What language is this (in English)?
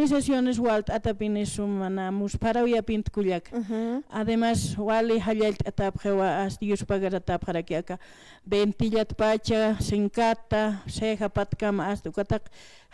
Aymara